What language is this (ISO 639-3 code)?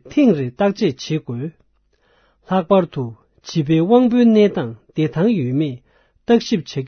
bod